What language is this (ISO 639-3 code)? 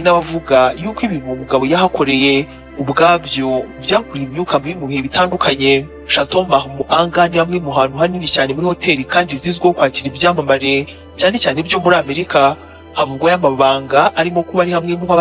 kin